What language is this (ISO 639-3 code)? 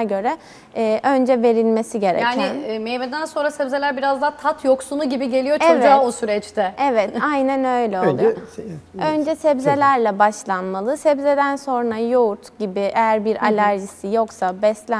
tur